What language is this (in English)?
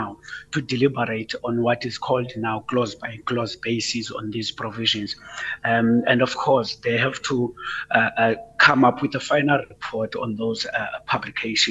English